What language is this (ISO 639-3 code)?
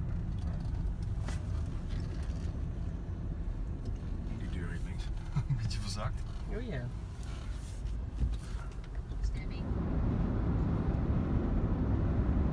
nld